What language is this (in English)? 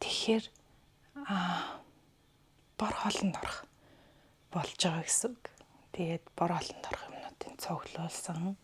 Mongolian